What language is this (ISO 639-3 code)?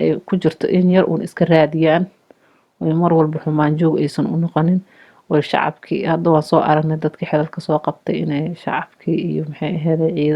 som